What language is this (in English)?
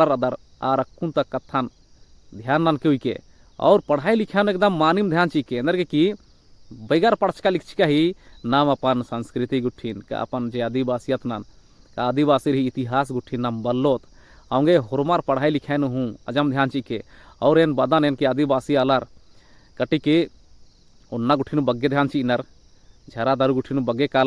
Kurukh